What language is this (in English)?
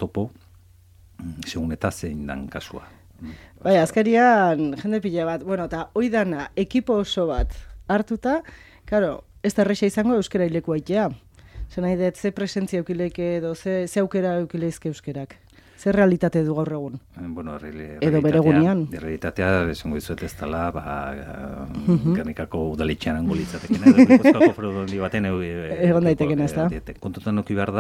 Basque